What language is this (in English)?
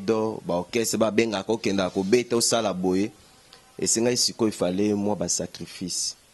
Lingala